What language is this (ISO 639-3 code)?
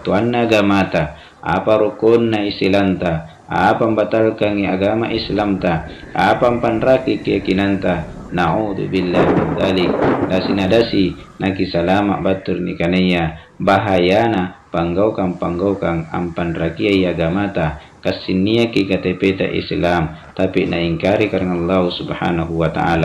mak